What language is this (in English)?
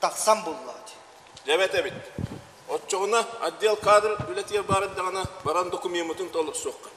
Yakut